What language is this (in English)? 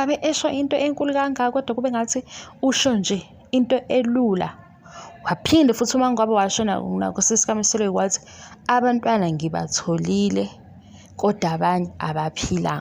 Zulu